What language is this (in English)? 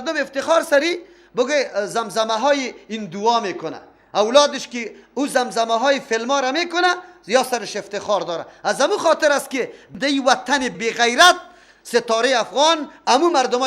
Persian